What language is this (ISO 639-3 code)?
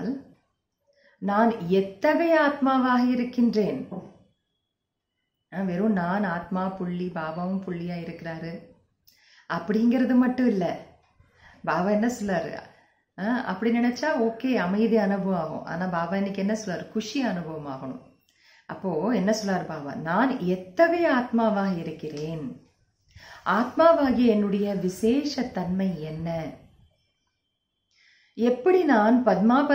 tam